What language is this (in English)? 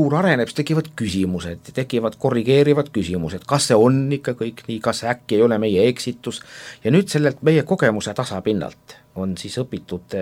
Estonian